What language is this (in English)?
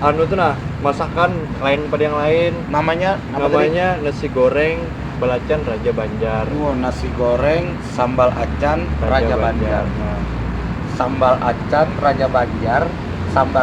Banjar